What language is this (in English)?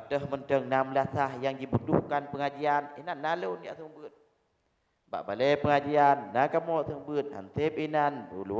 Achinese